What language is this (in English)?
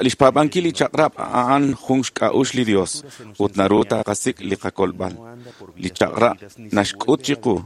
Kekchí